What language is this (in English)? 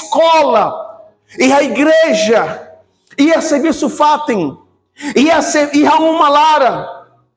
Tetum